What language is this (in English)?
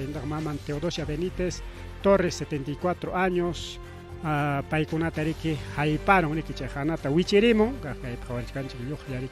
Ayacucho Quechua